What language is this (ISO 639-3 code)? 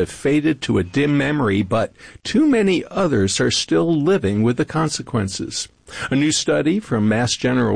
eng